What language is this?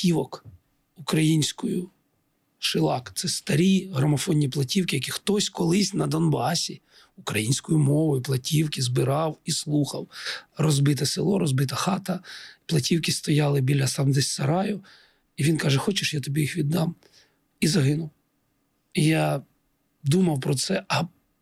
Ukrainian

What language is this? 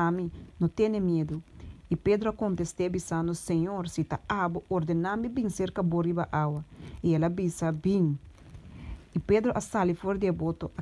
Papiamento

